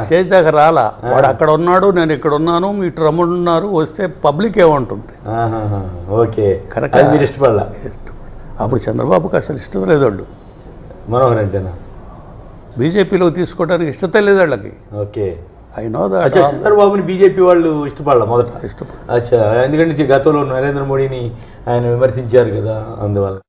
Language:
Telugu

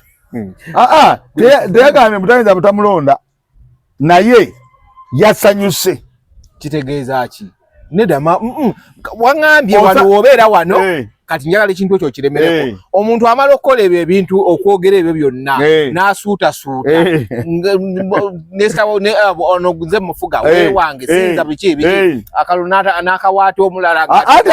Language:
Ganda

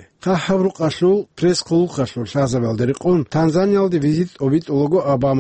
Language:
Avaric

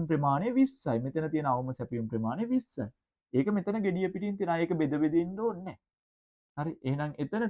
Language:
Sinhala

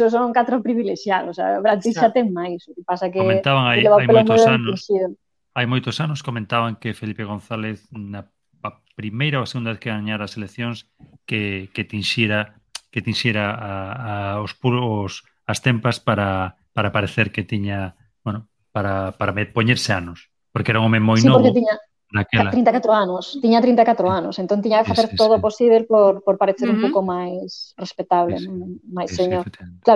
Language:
Galician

